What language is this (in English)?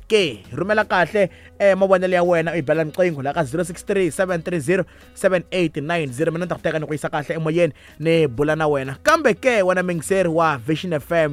Tsonga